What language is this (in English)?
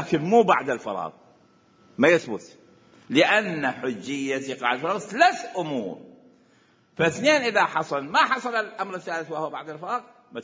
Mesopotamian Arabic